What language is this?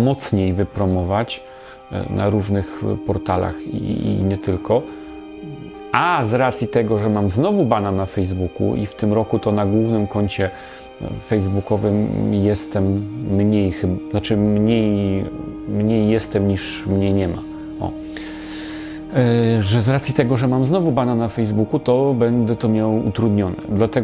Polish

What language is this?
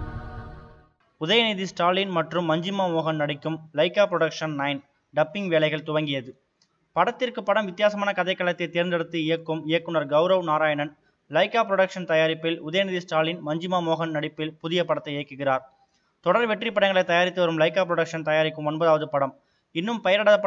Tamil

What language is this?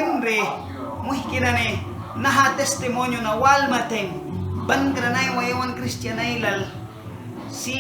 Mískito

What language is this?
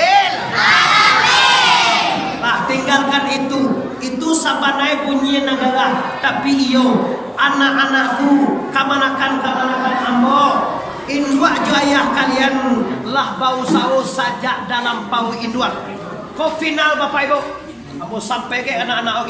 Minangkabau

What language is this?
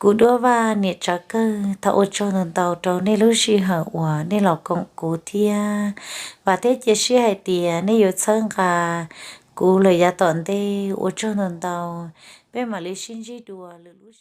Hmong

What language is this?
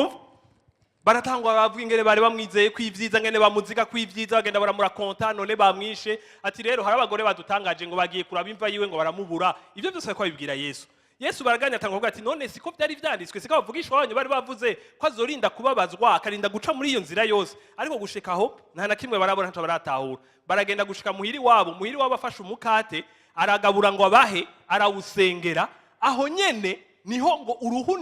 Rundi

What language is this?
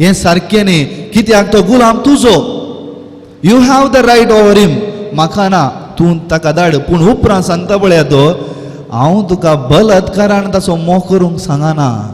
Konkani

